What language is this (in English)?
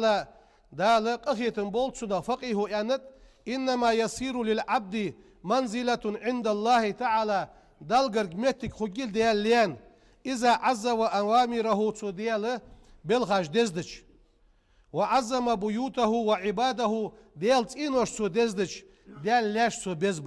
Ingush